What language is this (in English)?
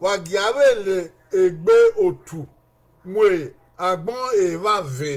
Bini